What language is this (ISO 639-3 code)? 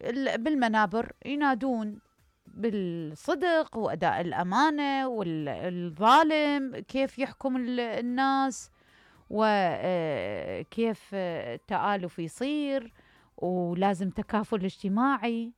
acm